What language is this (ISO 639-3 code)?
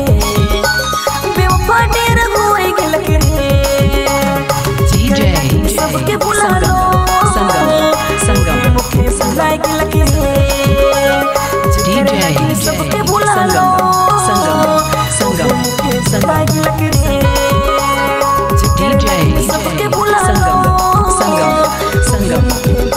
sck